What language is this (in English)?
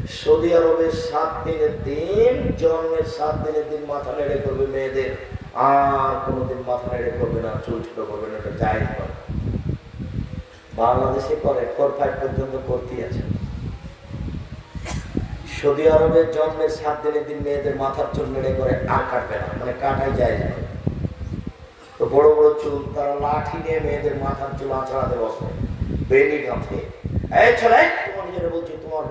Bangla